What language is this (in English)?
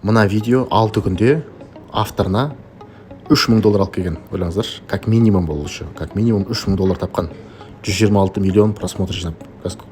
Kazakh